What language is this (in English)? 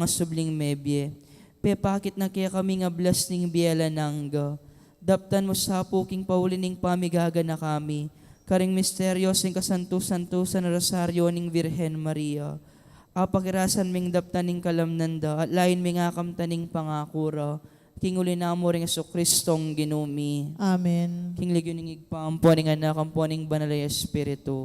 Pampanga